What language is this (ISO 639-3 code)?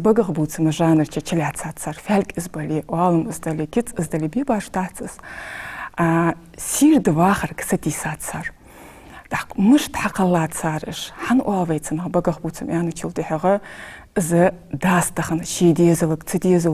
inh